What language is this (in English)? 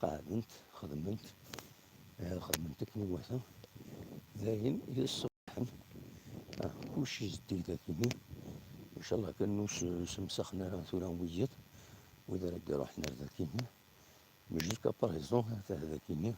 Kabyle